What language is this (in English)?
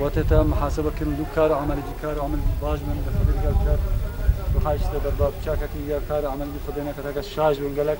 Kurdish